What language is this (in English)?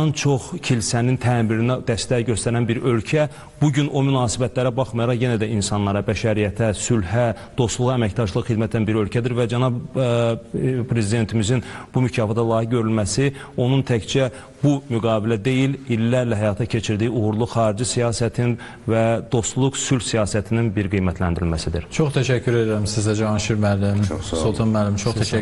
Azerbaijani